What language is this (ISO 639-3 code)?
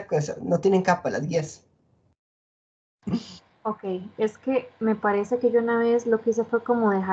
spa